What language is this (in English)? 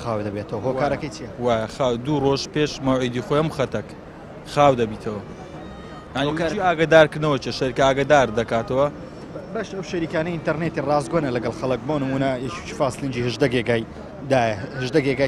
Central Kurdish